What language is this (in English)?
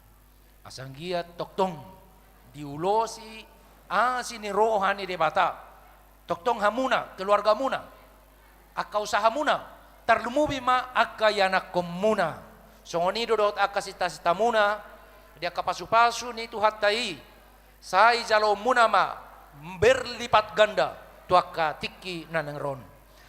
Batak Toba